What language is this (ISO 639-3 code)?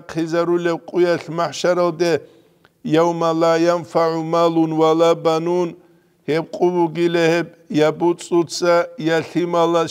ava